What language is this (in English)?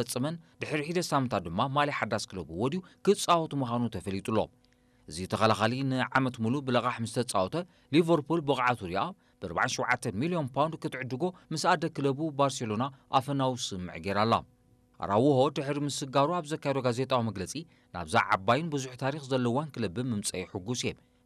Tigrinya